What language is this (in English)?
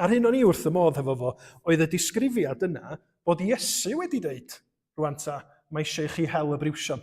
Welsh